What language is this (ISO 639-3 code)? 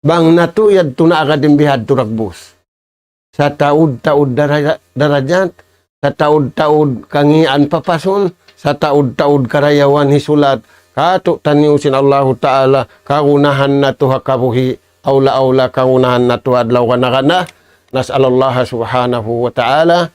tsg